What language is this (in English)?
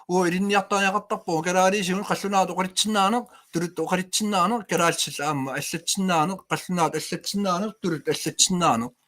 Kalaallisut